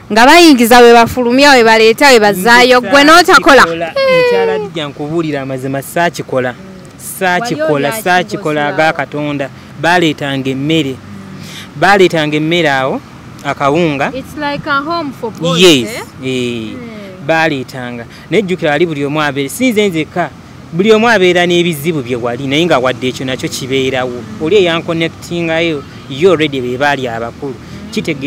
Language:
Ganda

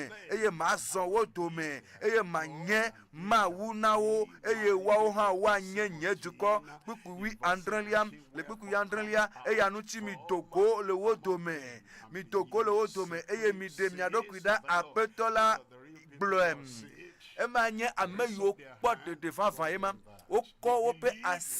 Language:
Ewe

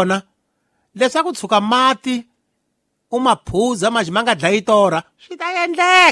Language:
Tsonga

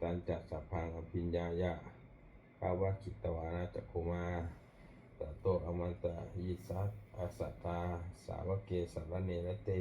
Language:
Pali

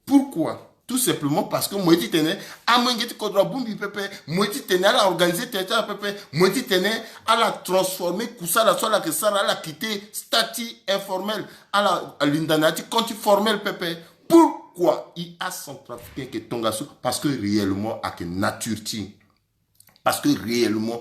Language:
Sango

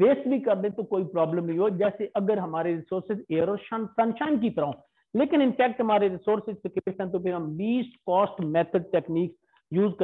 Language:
Hindi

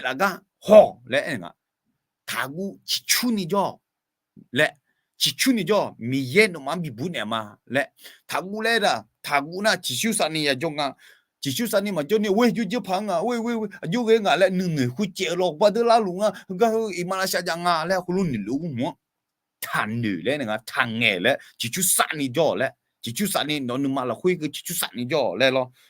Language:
Akha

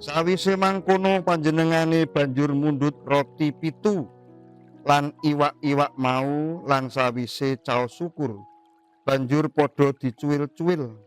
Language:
Javanese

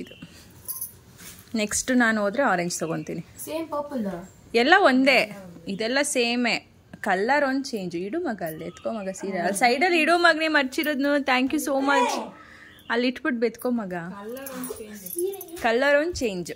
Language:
Kannada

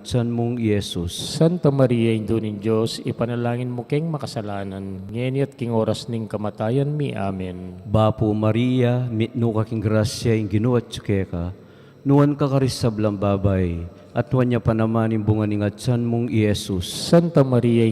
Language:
Pampanga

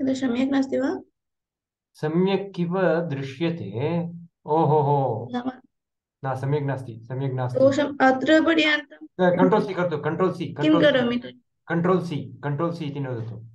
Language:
Sanskrit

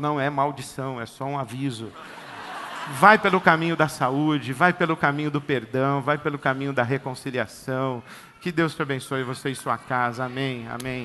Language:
Portuguese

